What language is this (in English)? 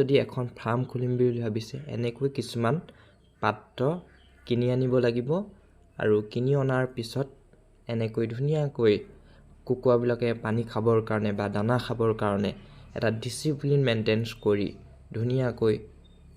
Assamese